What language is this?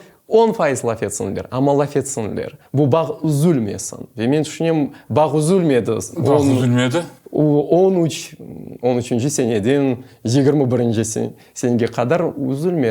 Crimean Tatar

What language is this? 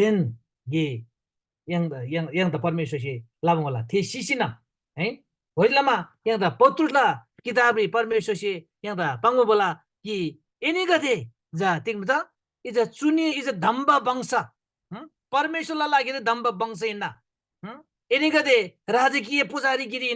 Eastern Tamang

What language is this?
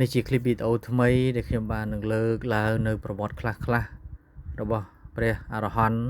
Khmer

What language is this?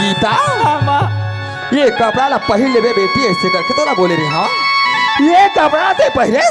Chhattisgarhi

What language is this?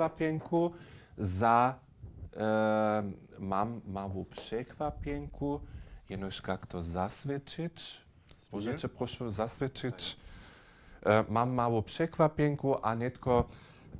Upper Sorbian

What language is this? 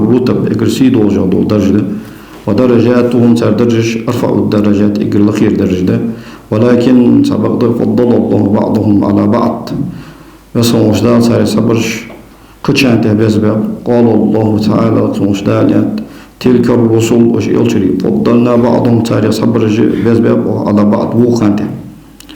Ingush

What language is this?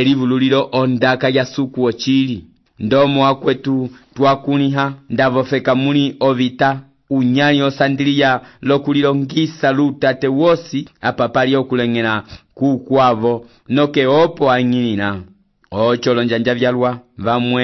Umbundu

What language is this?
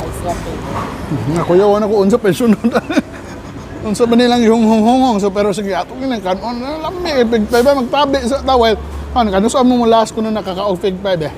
Cebuano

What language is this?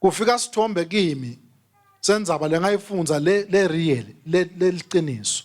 Swati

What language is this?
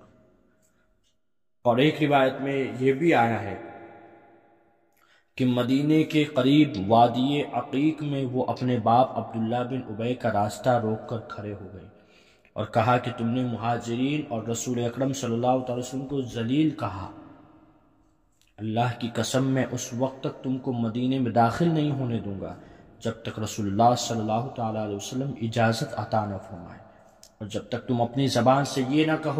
Urdu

